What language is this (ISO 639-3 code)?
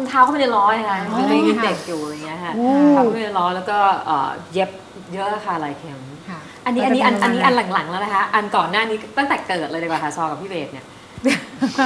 tha